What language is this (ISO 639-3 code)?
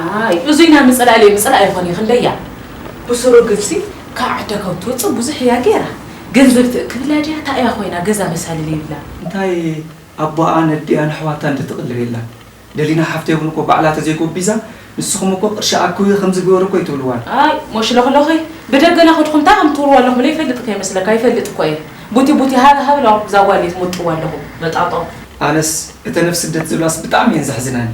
tir